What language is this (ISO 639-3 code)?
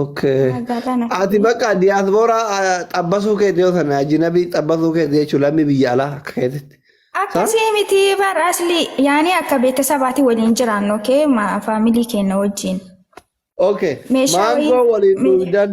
orm